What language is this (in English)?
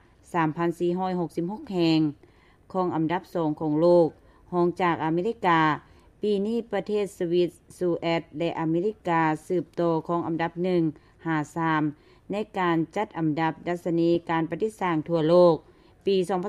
Lao